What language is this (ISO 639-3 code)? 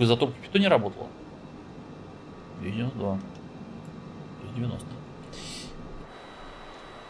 rus